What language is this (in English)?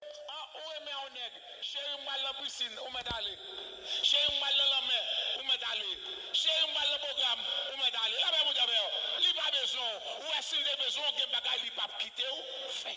Haitian Creole